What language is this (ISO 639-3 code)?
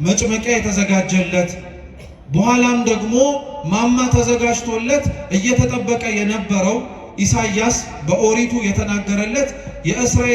amh